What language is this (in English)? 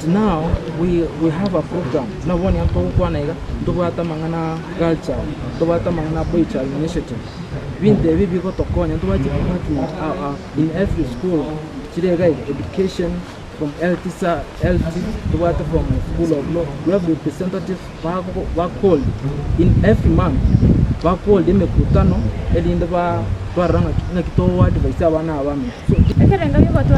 Gusii